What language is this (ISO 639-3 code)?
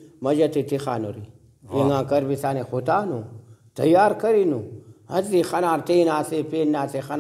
brh